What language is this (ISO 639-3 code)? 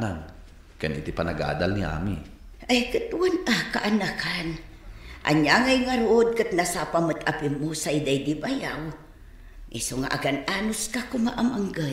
ilo